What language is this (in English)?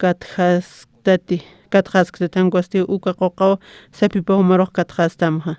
Aymara